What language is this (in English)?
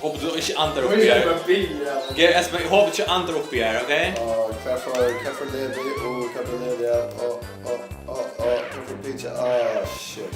Faroese